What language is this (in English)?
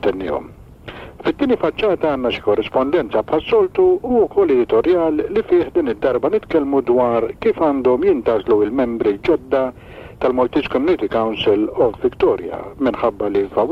Maltese